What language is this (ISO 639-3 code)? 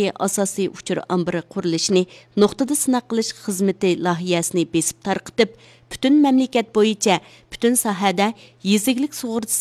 uig